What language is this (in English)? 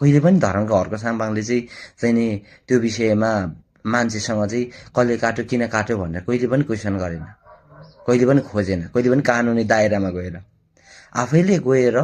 Nepali